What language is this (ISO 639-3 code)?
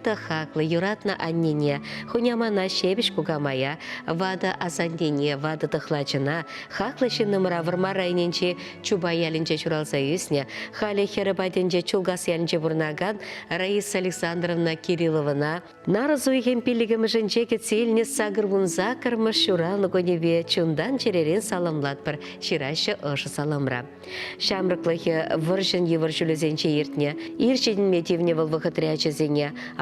chv